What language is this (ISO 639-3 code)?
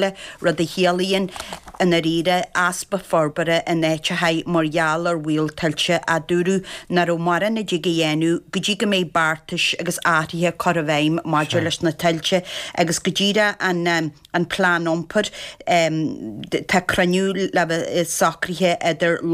gle